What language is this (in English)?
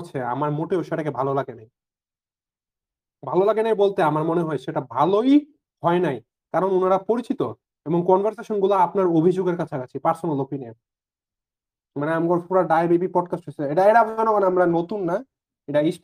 Bangla